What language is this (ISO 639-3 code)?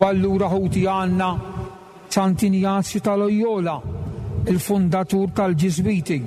mlt